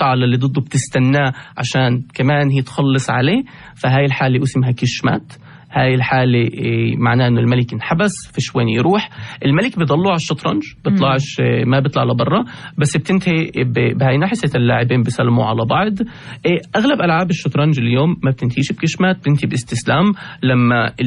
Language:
North Levantine Arabic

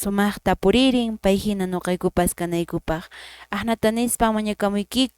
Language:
Quechua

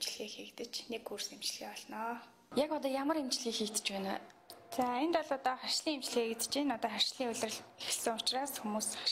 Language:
Mongolian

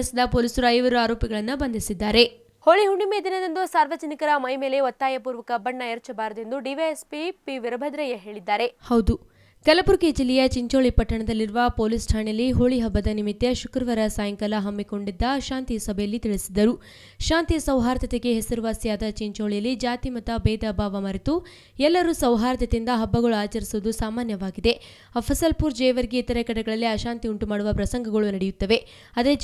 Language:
Kannada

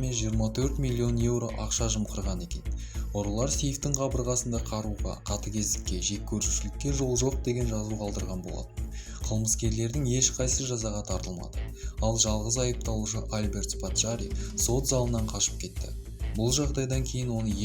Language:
Kazakh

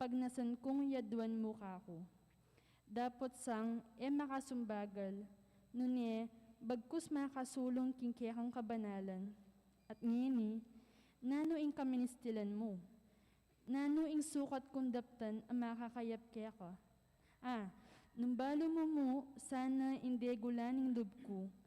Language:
Pampanga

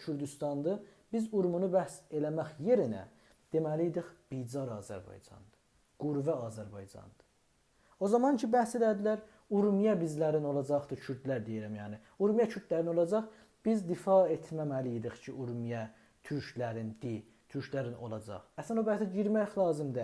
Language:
South Azerbaijani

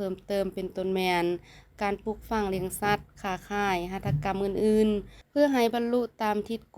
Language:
Lao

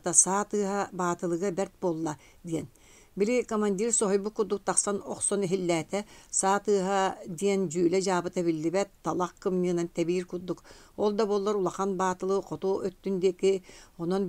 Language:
Yakut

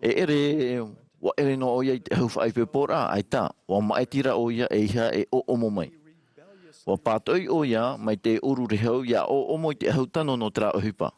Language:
Tahitian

